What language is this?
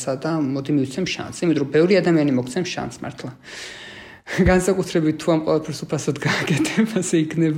Georgian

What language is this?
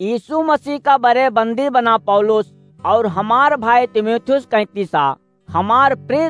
Awadhi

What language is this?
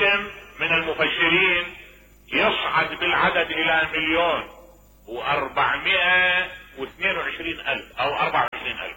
Mesopotamian Arabic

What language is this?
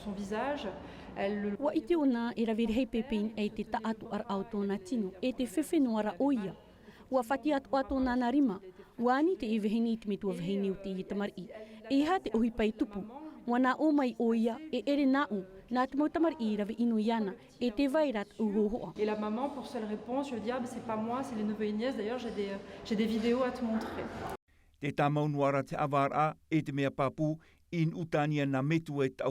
Tahitian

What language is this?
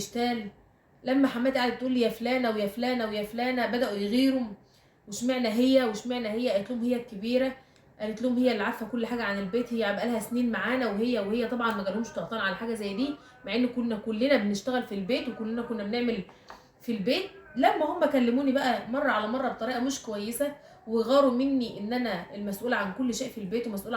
Egyptian Arabic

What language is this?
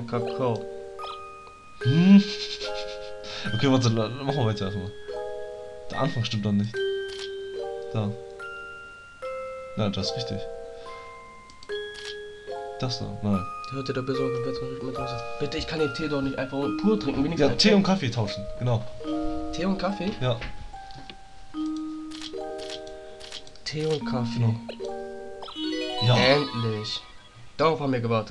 German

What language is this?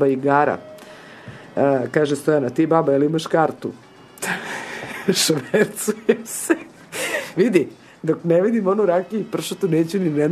Serbian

